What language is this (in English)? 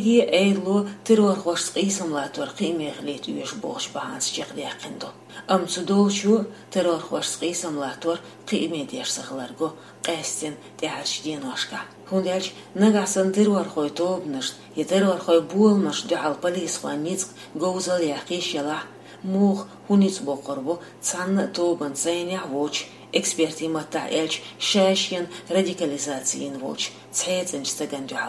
Chechen